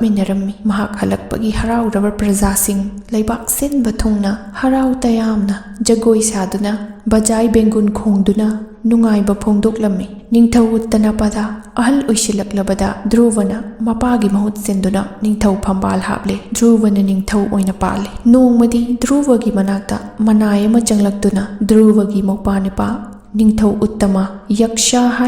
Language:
Manipuri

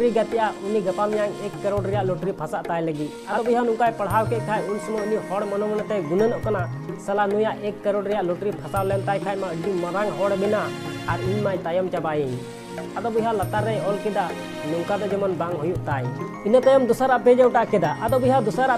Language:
Santali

